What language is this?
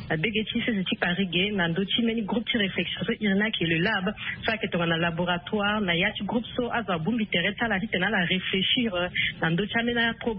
Sango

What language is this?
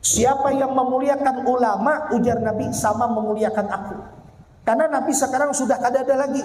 Banjar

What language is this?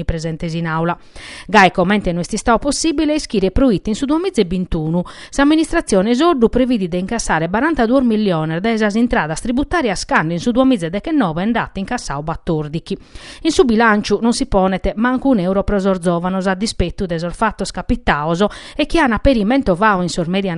Sardinian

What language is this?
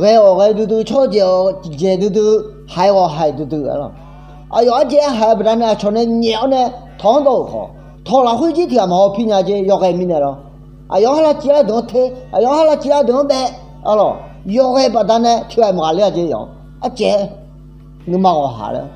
Akha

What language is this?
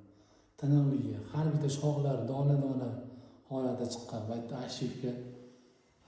Uzbek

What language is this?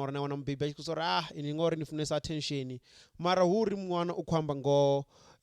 Venda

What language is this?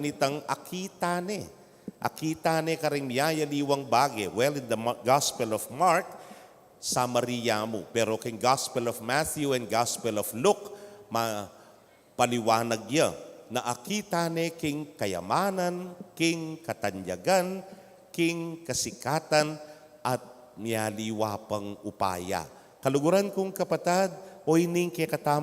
Pampanga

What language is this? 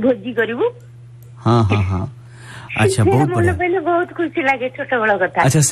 Odia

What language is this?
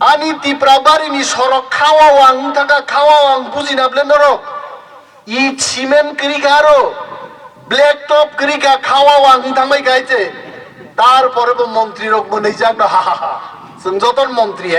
Kok Borok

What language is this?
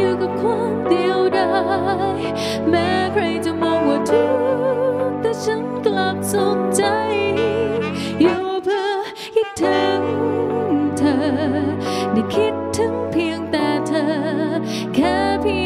Thai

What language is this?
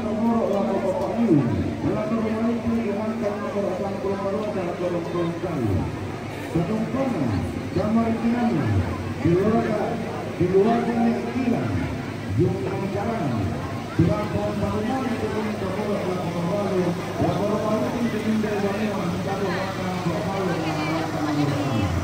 Toraja-Sa'dan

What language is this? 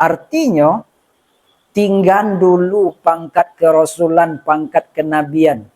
Minangkabau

